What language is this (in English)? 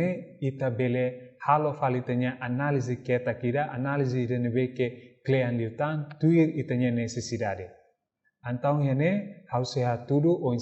Tetum